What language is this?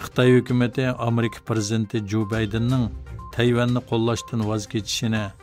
Uyghur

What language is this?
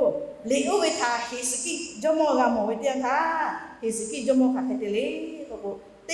Lahu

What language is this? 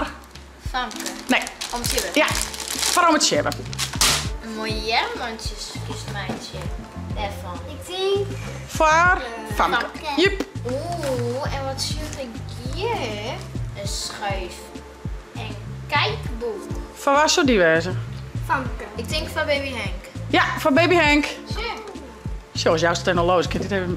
Western Frisian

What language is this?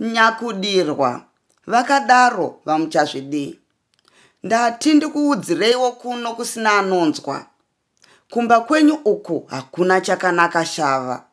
Shona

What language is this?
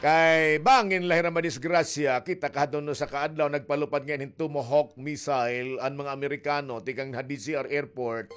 Waray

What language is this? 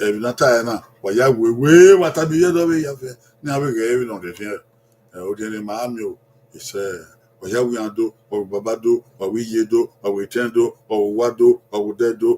Bini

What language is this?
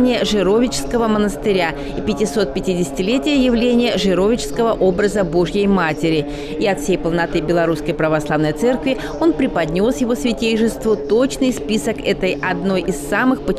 Russian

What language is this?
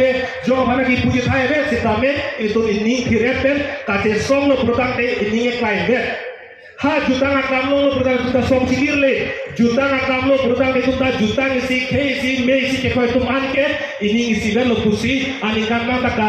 Karbi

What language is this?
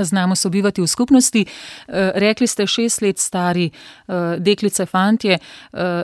Slovenian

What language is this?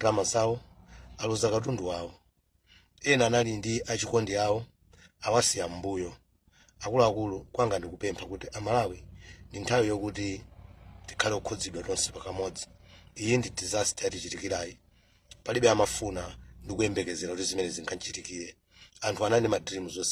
Nyanja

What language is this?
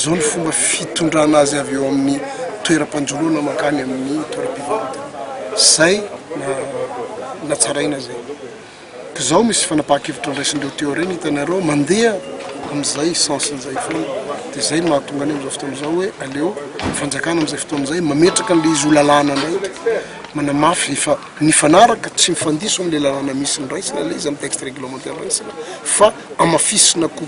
Malagasy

